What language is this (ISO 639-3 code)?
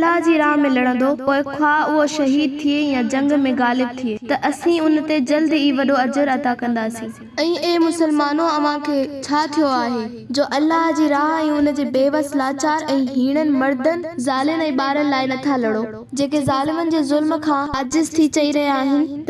snd